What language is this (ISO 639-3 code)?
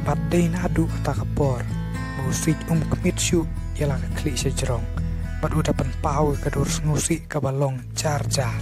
kha